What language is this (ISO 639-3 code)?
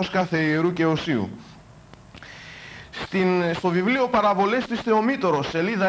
ell